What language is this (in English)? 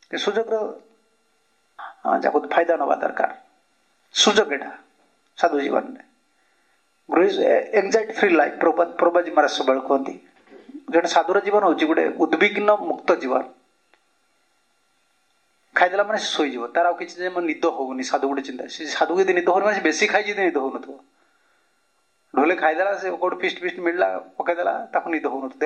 Odia